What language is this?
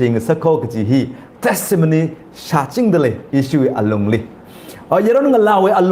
Tangkhul Naga (India)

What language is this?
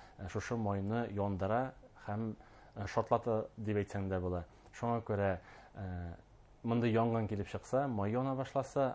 Bashkir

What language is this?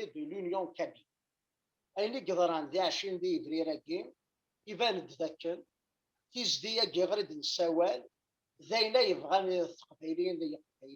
Kabyle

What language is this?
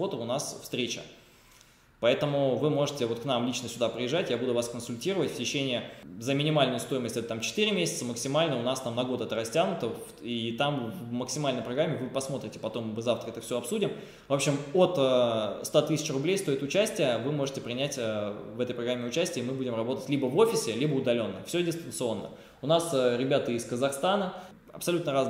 Russian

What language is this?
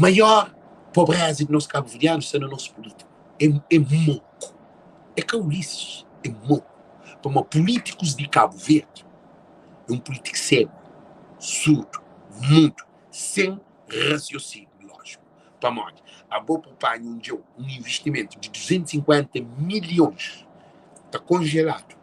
Kabuverdianu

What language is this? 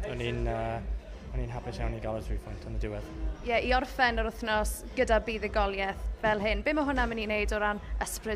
Welsh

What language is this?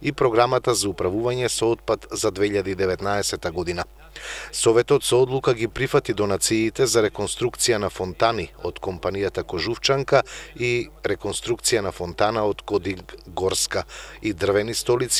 Macedonian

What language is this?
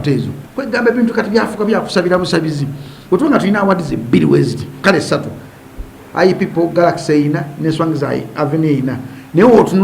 Ganda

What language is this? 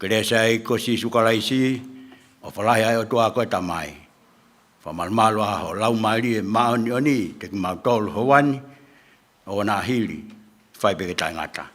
Tongan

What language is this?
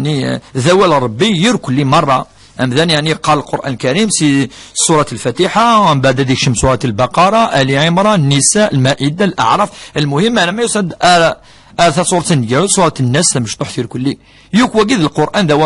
Kabyle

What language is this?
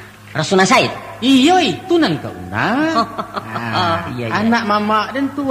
Minangkabau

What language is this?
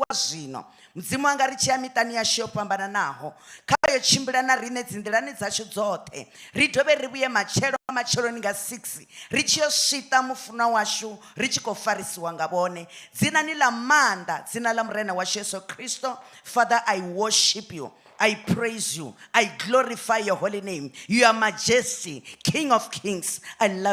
Venda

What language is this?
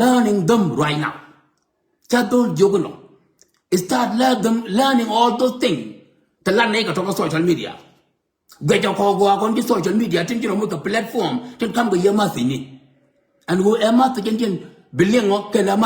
Nuer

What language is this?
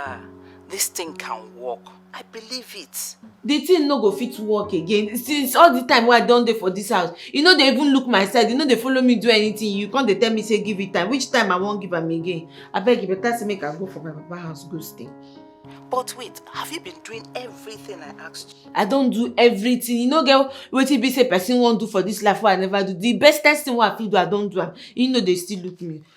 Nigerian Pidgin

